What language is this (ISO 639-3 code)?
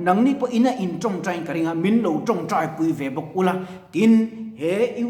lus